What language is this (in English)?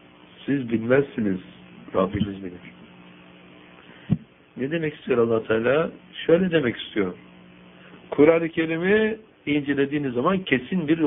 Turkish